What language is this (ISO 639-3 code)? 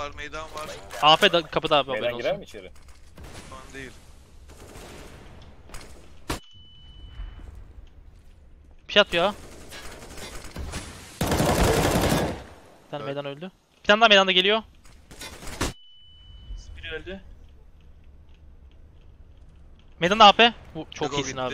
tur